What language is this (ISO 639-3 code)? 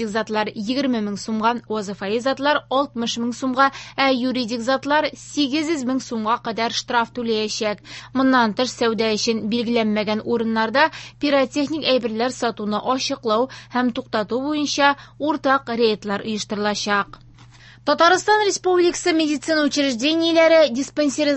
tat